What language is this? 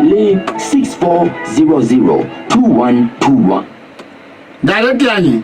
Southern Sotho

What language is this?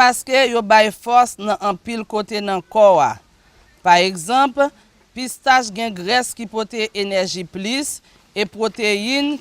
Haitian Creole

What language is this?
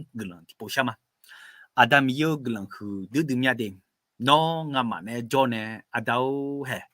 Akha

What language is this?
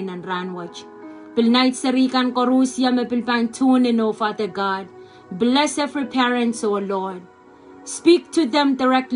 Pohnpeian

